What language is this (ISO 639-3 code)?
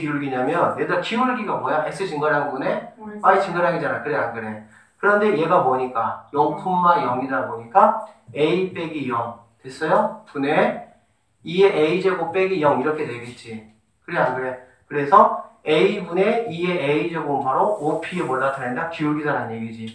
kor